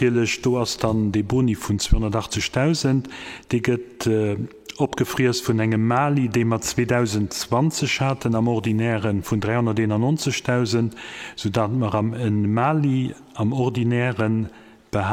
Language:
Luxembourgish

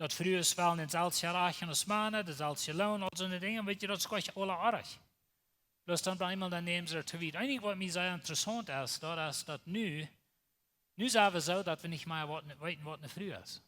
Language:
Plautdietsch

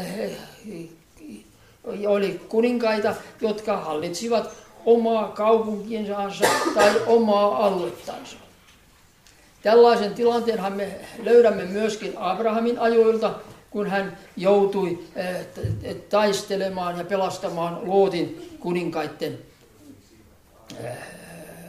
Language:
Finnish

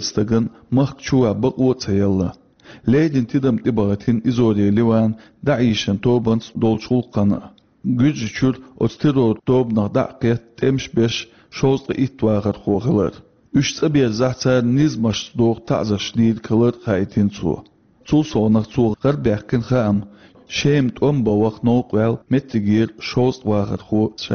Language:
Chechen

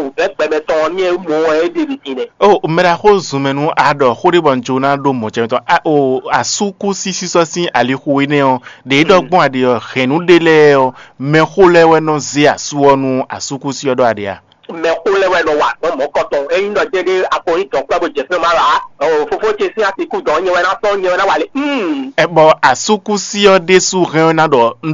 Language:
Fon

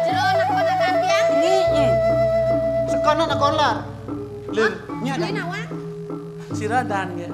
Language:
Balinese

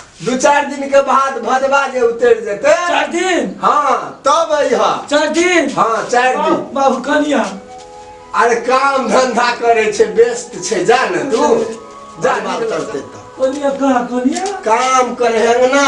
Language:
Maithili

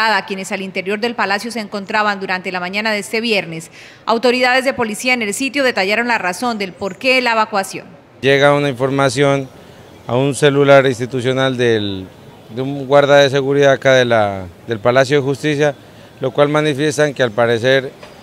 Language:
Spanish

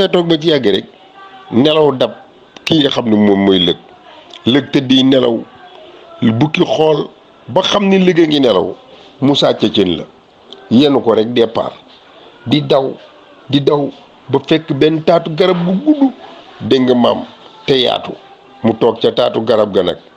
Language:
Wolof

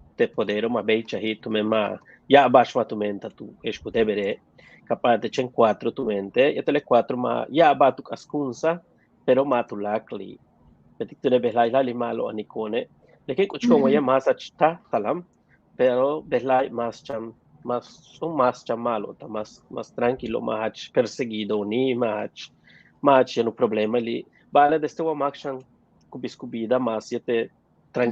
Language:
Yucateco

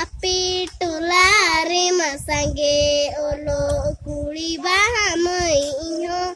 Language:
Santali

